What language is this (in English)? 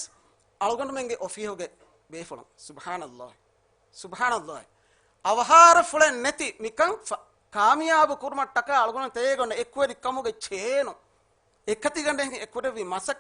Divehi